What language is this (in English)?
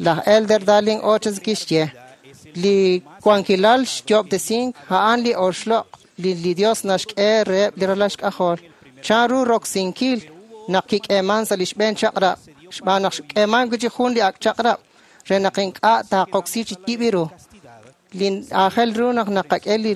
Kekchí